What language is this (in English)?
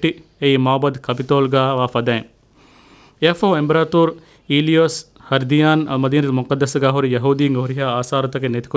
Divehi